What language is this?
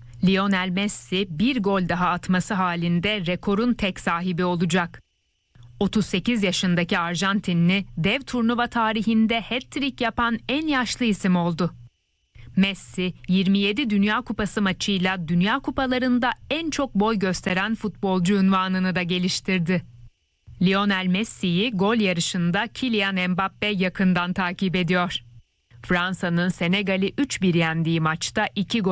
Turkish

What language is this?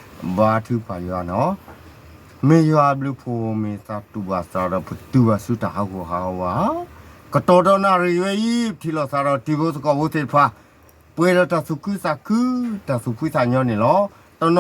S'gaw Karen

